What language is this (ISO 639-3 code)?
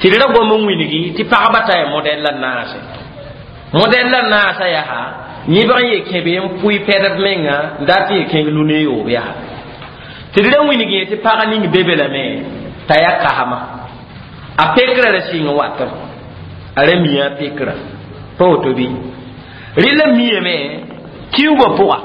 mos